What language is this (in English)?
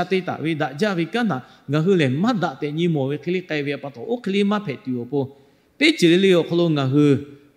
Lahu